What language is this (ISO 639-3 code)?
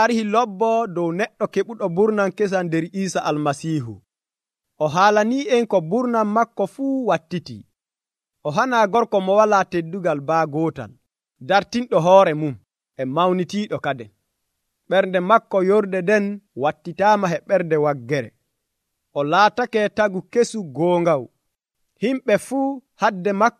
fuv